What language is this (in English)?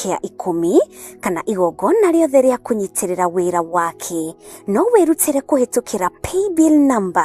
Kikuyu